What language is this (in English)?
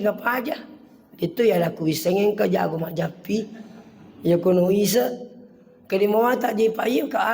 Buginese